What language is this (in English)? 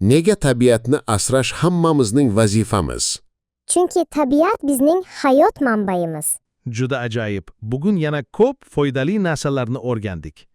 Uzbek